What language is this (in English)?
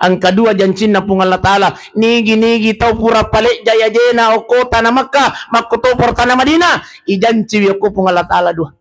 Buginese